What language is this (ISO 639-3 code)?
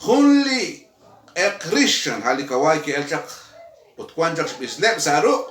kek